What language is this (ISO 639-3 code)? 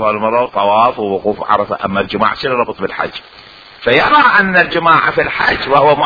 acm